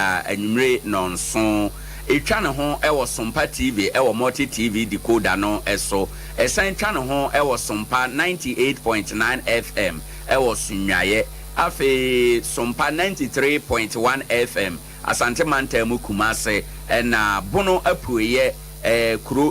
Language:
Akan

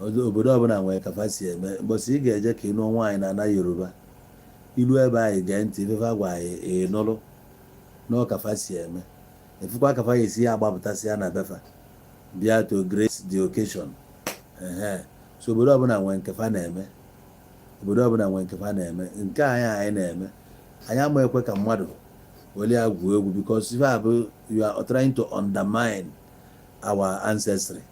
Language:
Igbo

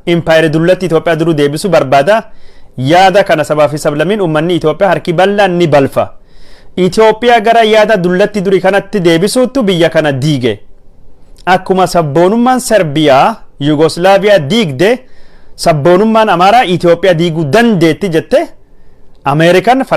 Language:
Oromo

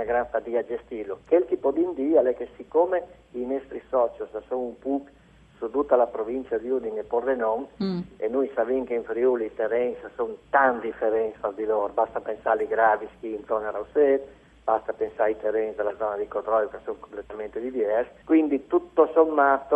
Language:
Friulian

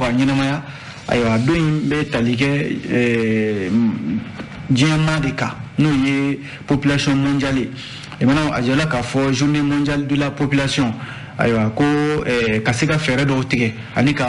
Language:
Bambara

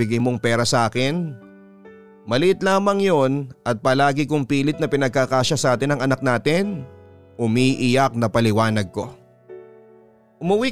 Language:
Filipino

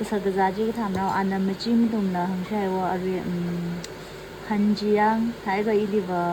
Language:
Tangkhul Naga (India)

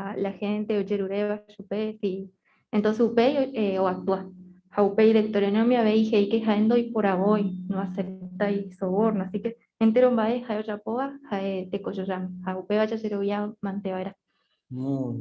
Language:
Guarani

